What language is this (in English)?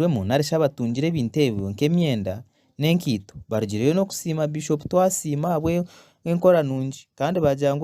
Nyankole